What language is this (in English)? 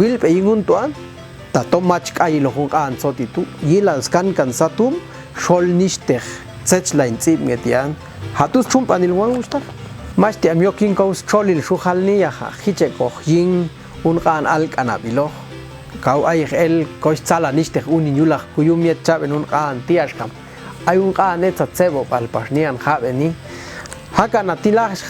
Popti'